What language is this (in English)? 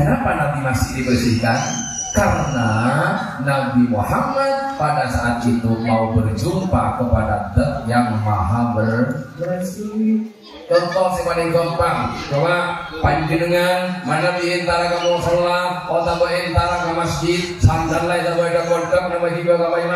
Madurese